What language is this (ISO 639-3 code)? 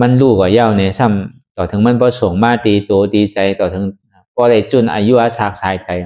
shn